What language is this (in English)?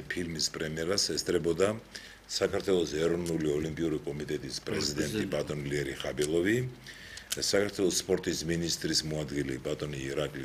Georgian